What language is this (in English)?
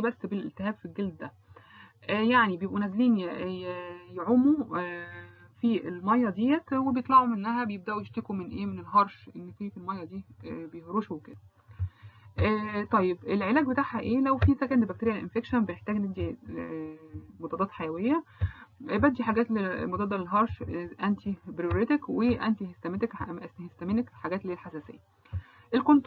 Egyptian Arabic